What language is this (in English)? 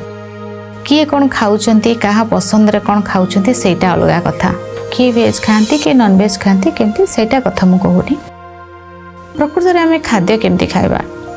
Odia